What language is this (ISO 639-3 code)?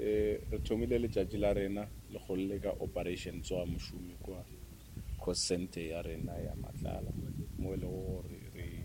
nso